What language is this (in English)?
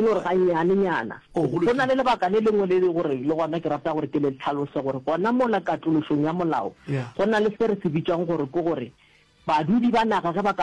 Northern Sotho